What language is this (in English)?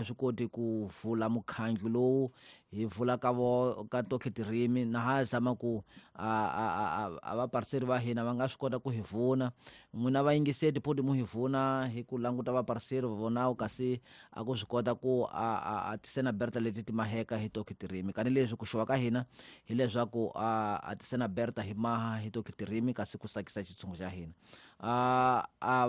Tsonga